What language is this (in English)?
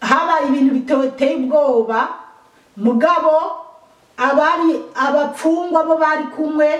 Rundi